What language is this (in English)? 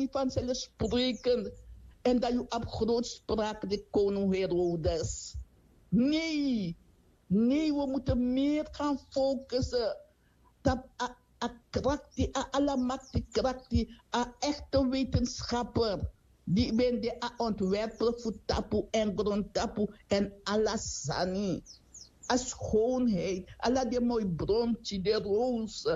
Sranan Tongo